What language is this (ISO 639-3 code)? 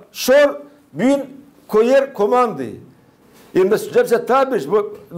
gag